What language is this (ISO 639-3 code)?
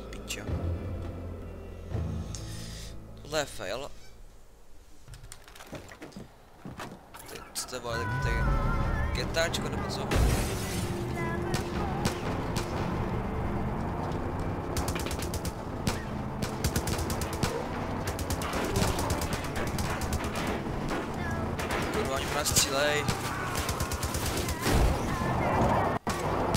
ces